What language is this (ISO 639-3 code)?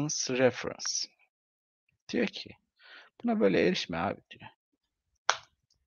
tur